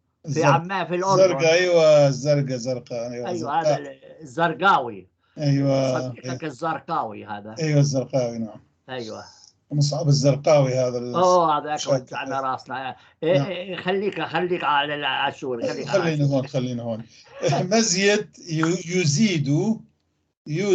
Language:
North Levantine Arabic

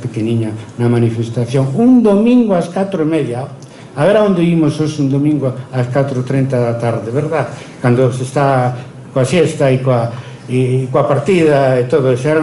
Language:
Galician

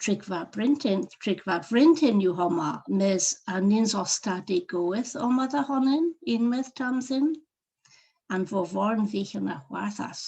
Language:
Cornish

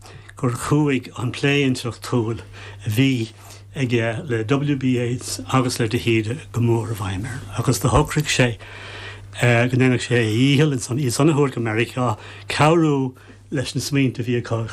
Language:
Irish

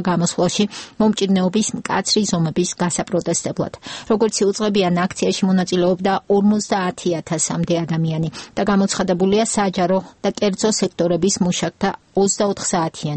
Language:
Georgian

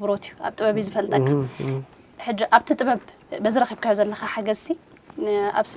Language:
Tigrinya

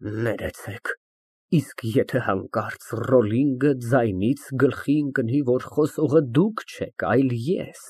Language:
Armenian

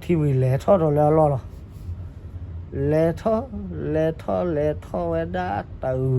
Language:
S'gaw Karen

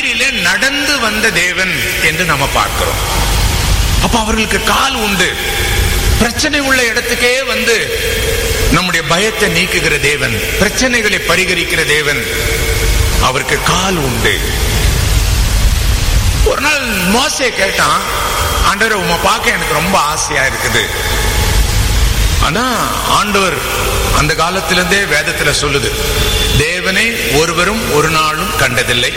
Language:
Tamil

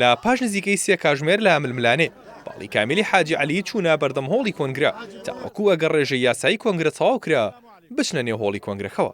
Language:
Central Kurdish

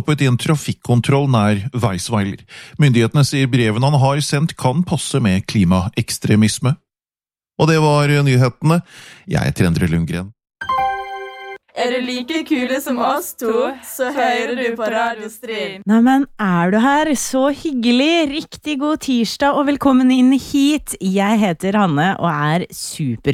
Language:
Norwegian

